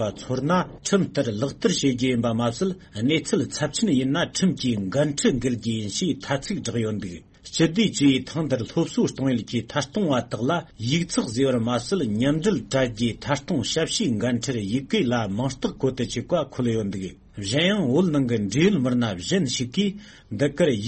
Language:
Tibetan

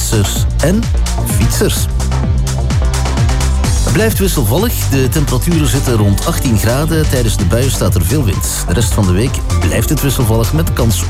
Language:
Dutch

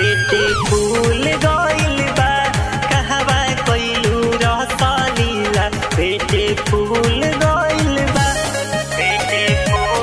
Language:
Bhojpuri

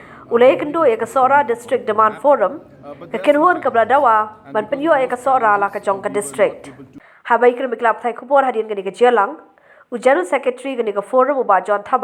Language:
Khasi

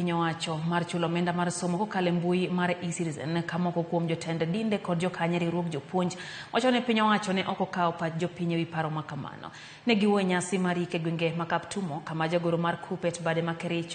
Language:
Luo (Kenya and Tanzania)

